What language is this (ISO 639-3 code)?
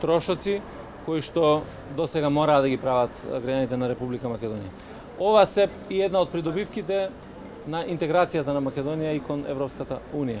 mkd